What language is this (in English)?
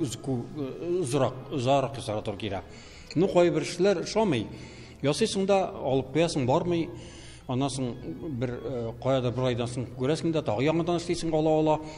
Tatar